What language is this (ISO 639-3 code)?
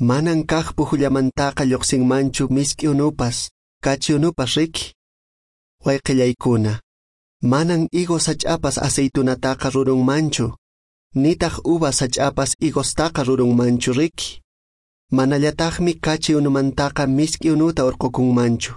que